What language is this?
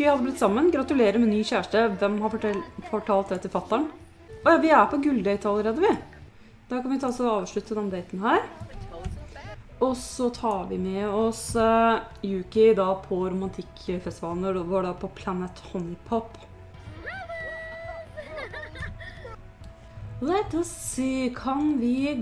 Norwegian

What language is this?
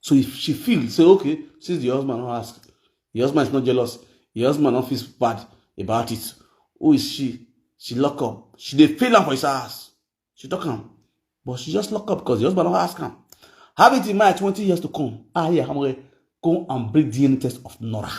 Nigerian Pidgin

